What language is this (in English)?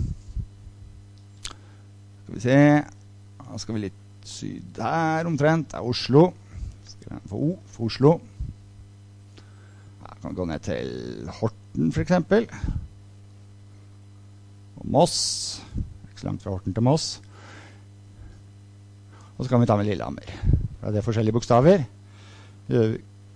Norwegian